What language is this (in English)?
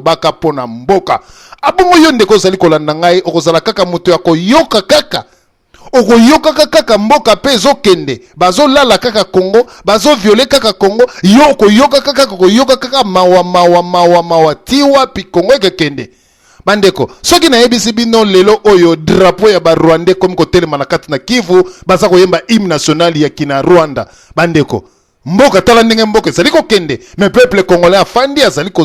Lingala